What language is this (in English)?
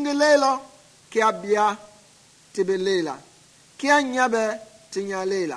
Mende